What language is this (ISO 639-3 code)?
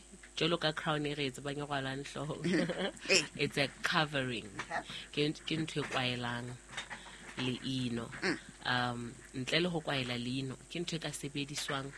sot